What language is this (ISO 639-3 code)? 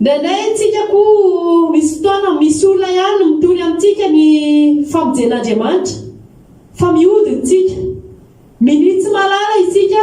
mlg